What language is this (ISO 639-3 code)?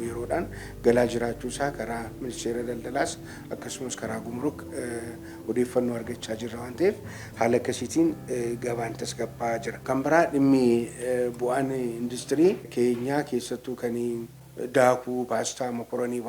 orm